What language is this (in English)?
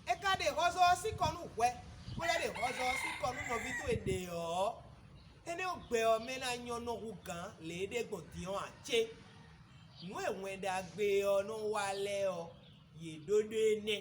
Fon